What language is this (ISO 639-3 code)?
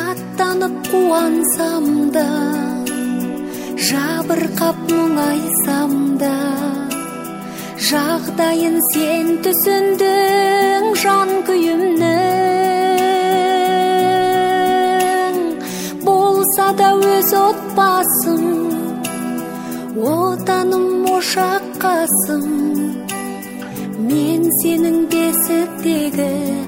kaz